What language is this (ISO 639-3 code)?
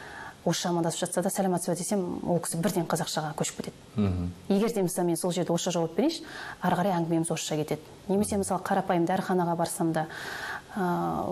kaz